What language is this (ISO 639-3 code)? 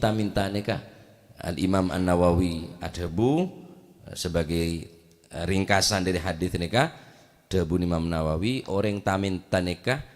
mad